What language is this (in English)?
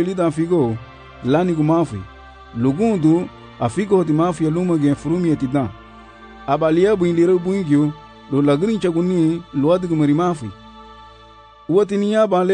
Garifuna